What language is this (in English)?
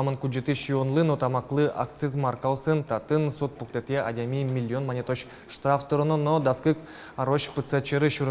Udmurt